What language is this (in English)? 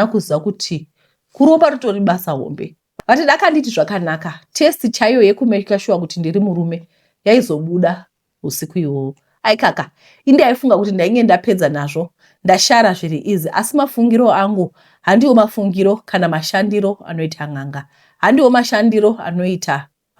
Shona